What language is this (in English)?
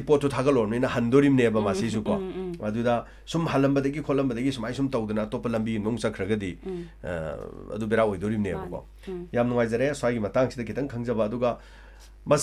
Manipuri